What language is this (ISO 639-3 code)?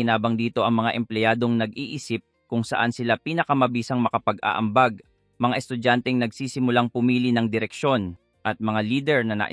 fil